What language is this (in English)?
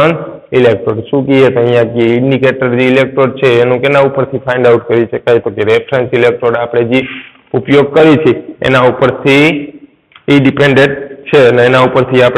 Gujarati